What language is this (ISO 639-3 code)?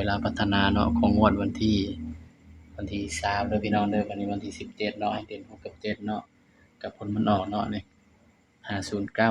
tts